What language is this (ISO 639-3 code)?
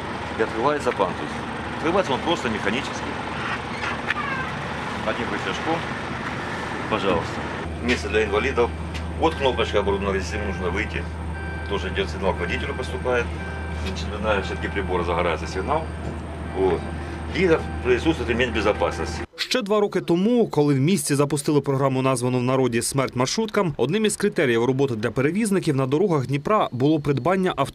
ukr